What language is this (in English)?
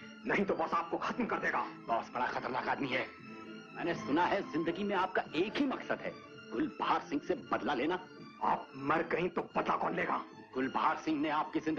Hindi